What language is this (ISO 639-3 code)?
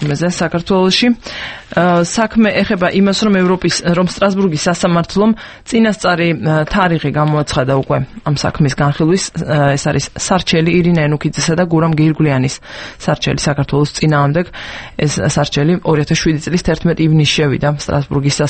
kat